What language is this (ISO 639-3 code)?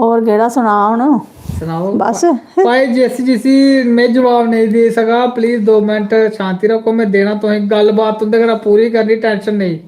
doi